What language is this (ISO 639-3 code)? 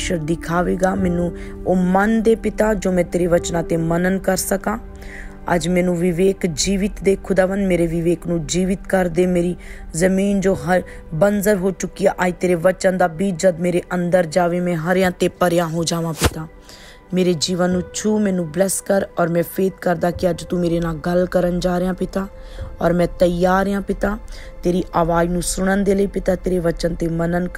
pan